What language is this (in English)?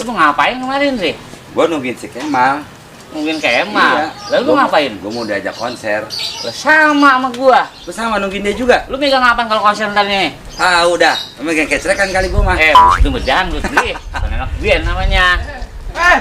Betawi